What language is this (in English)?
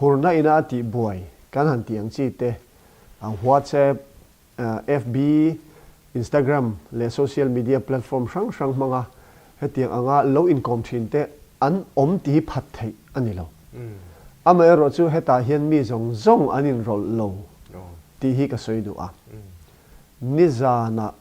Mizo